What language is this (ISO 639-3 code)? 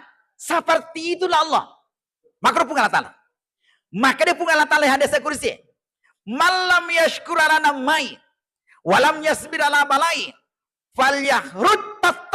bug